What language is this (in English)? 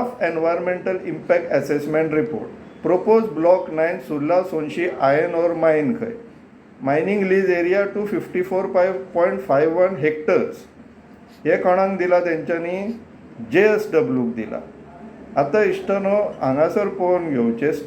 Konkani